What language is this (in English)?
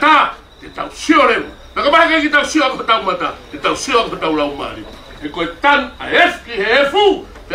Tongan